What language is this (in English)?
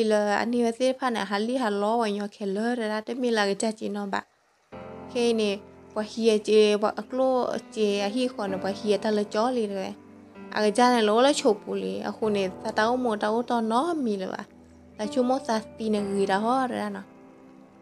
S'gaw Karen